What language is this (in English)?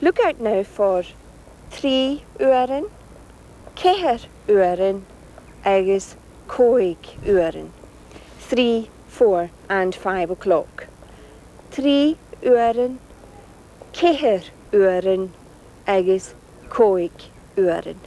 Scottish Gaelic